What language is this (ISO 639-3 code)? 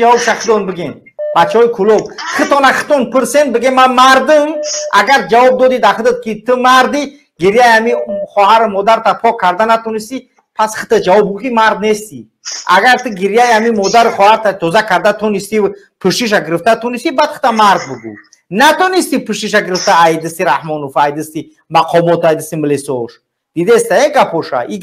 tgk